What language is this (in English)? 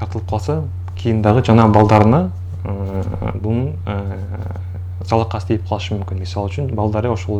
Kyrgyz